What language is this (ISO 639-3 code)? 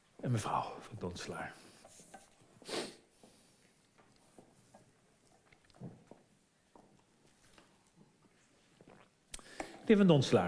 nld